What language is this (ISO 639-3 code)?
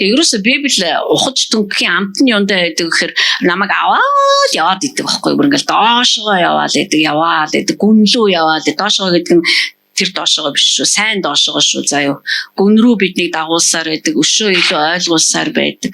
mon